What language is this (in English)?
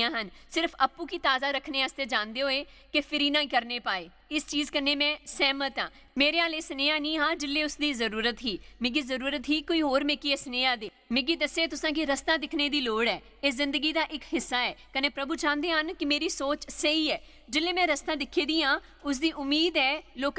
Dogri